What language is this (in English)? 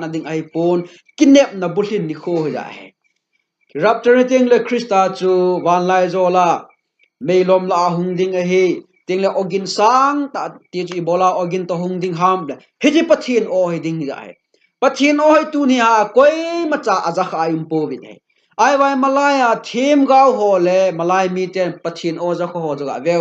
Thado Chin